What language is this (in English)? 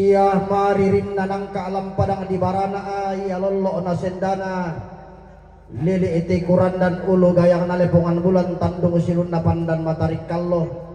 Toraja-Sa'dan